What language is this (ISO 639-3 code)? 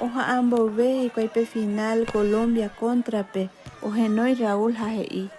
grn